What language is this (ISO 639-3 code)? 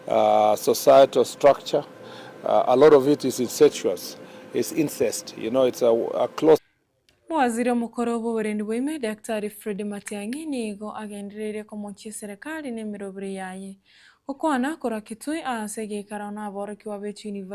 guz